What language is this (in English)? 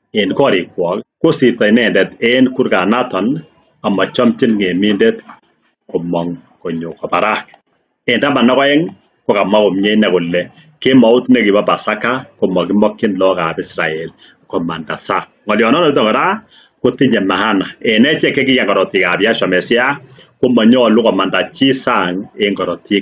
Kalenjin